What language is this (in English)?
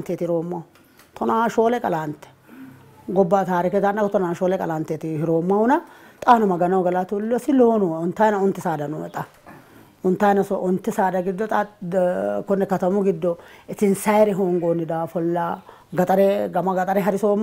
Sidamo